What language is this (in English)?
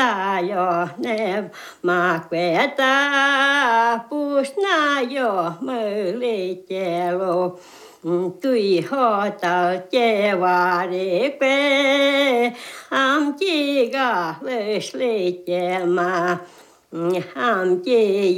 French